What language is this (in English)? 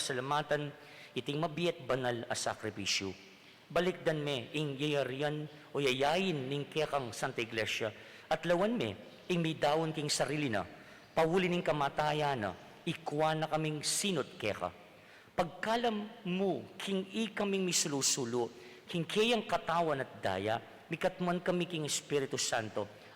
Pampanga